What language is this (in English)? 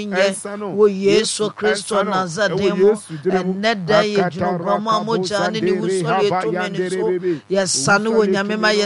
Akan